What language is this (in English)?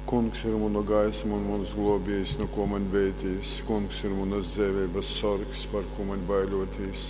Latgalian